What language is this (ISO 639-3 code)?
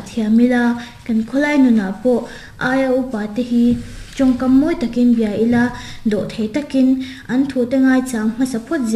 lus